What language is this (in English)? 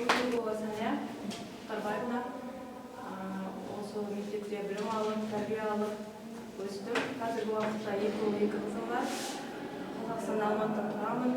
Kara-Kalpak